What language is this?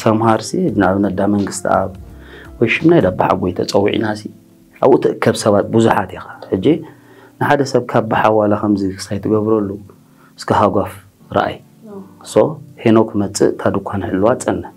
Tigrinya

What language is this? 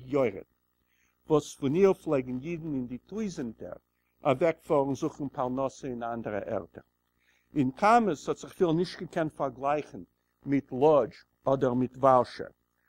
Yiddish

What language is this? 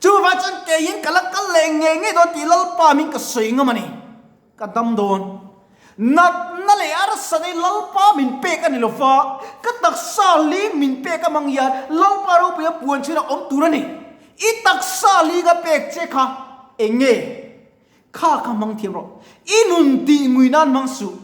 Mizo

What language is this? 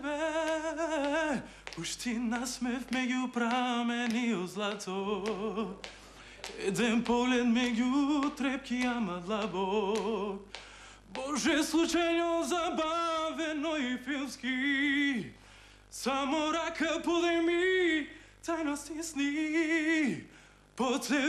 Macedonian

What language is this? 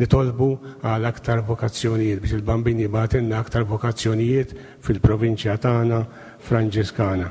Maltese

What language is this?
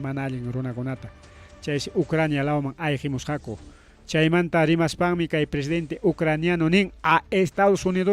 Ayacucho Quechua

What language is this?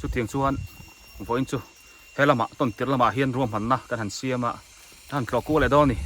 Biete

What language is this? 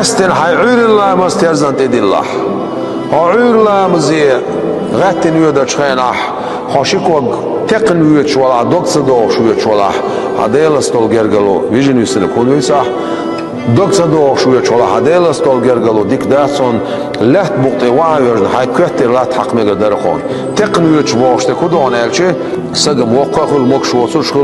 Chechen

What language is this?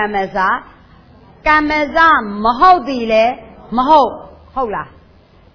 Burmese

